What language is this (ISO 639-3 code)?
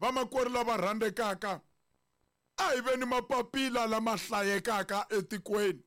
tso